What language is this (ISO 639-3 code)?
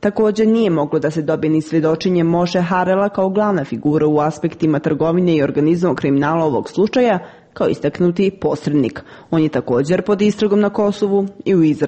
srp